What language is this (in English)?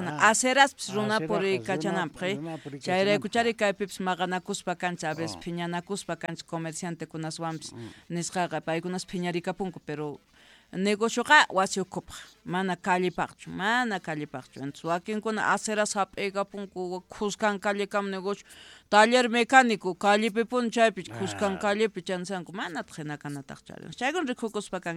Quechua